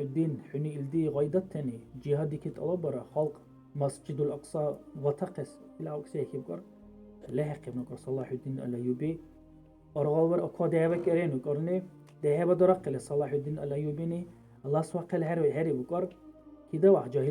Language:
Dargwa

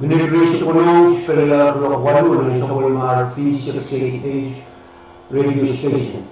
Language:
Pohnpeian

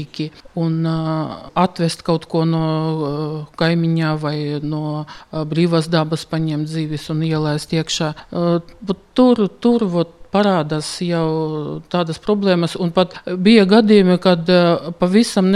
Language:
Latvian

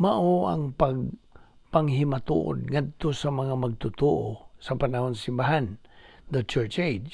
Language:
Cebuano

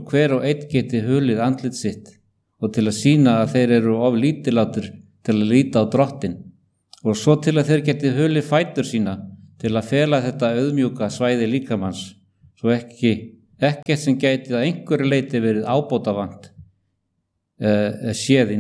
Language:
Icelandic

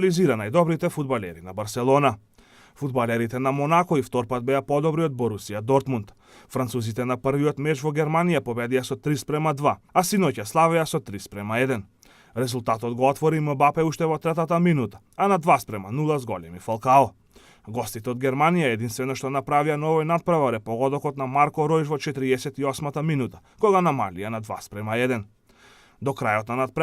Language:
Macedonian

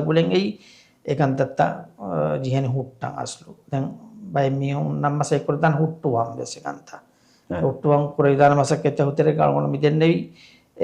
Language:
Divehi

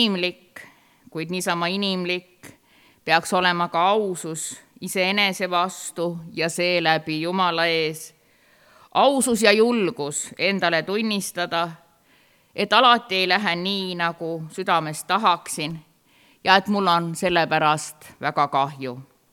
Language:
Estonian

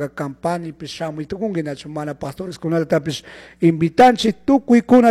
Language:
Chimborazo Highland Quichua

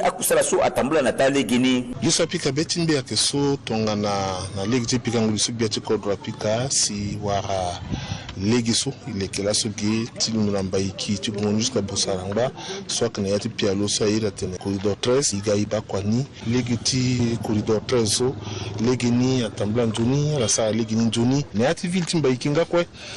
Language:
Sango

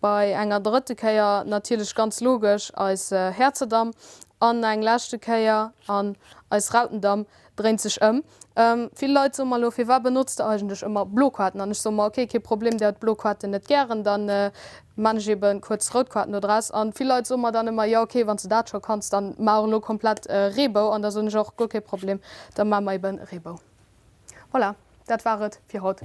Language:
Luxembourgish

